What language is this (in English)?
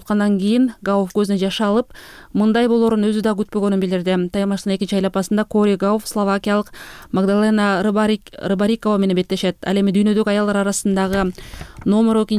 Kyrgyz